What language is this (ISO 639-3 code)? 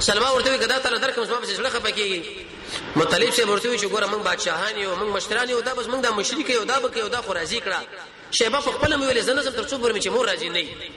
pus